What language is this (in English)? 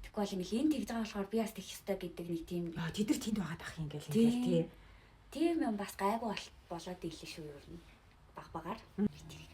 Mongolian